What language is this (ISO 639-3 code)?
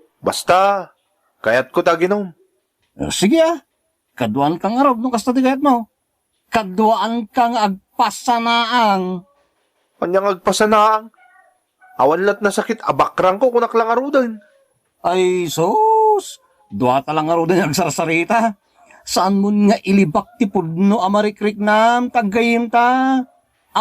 ilo